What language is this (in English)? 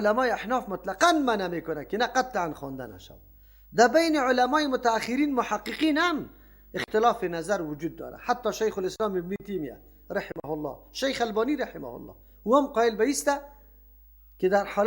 Persian